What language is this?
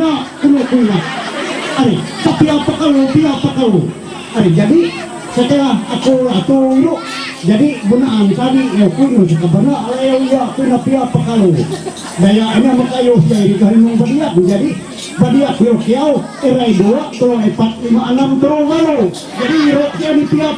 Ma'anyan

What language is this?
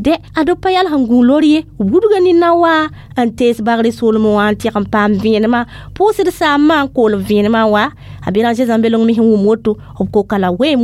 Mossi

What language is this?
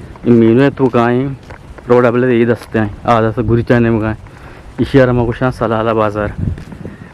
Eastern Balochi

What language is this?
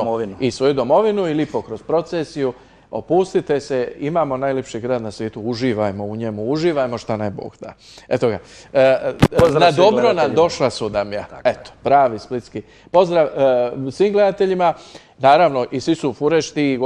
Croatian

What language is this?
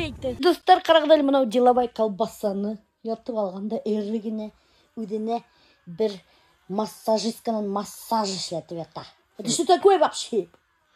Bashkir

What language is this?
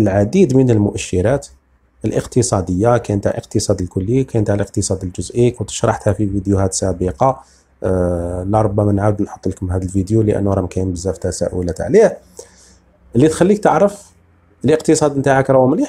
Algerian Arabic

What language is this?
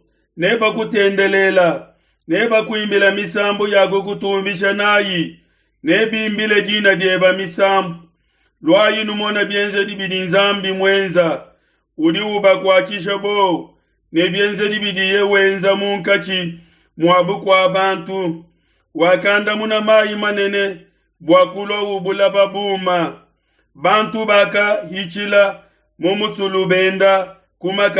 Luba-Lulua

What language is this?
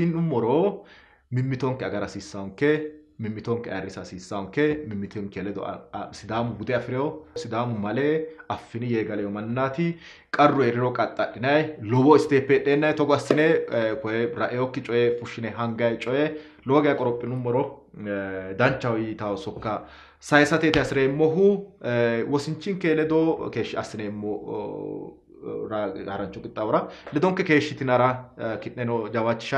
Sidamo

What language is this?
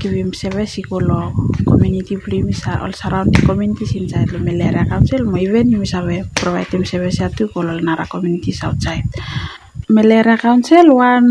Bislama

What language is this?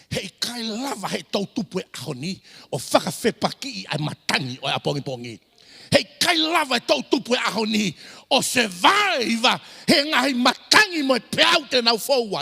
Tongan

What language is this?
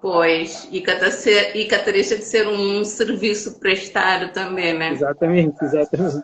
Kabuverdianu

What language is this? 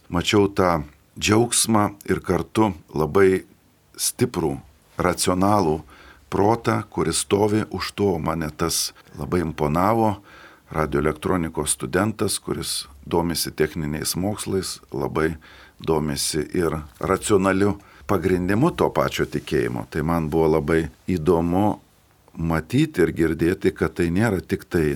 Lithuanian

